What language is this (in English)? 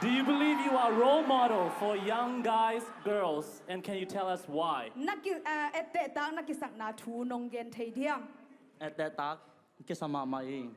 Tedim Chin